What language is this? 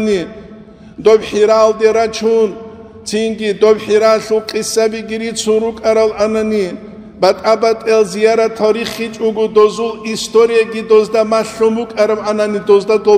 Avaric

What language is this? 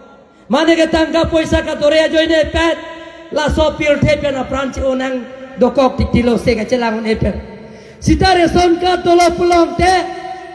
Karbi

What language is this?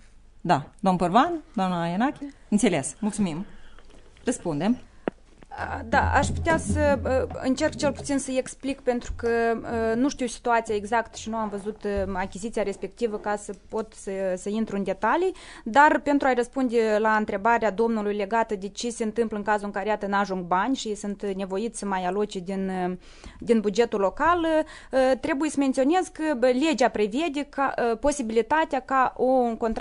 Romanian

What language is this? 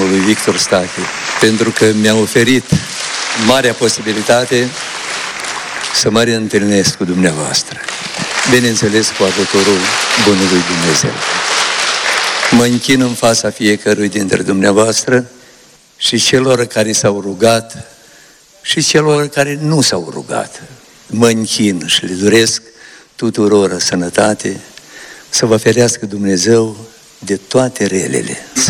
Romanian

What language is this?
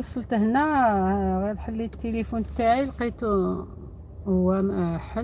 Algerian Arabic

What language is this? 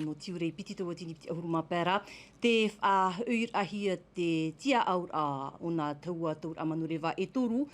Tahitian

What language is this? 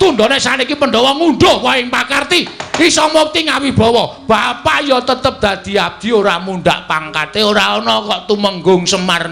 Javanese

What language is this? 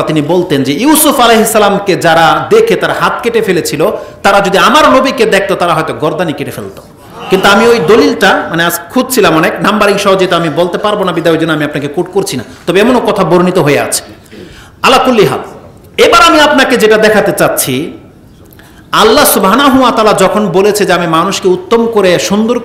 Bangla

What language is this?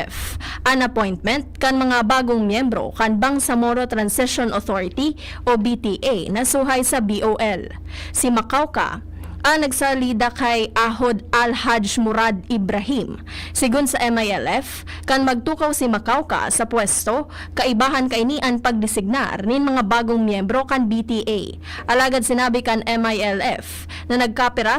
Bikol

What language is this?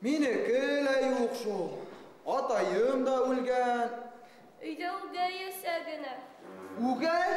Bashkir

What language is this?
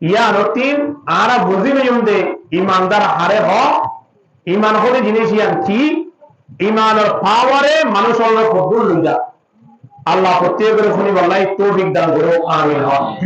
Rohingya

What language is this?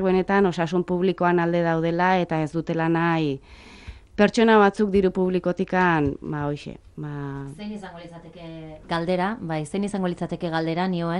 Basque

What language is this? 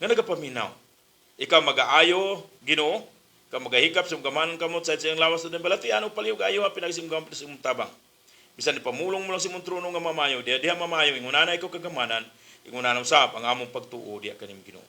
Cebuano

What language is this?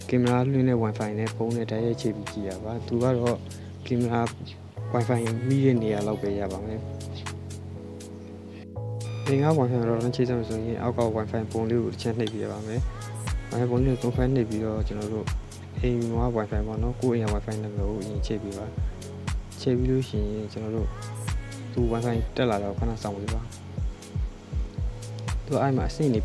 Burmese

